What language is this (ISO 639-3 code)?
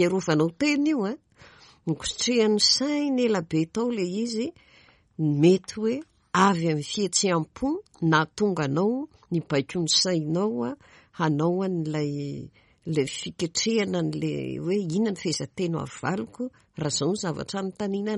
mlg